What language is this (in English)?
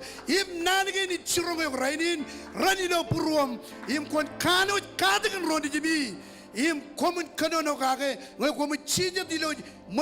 Marshallese